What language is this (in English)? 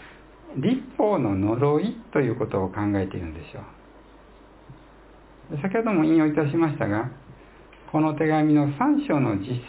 Japanese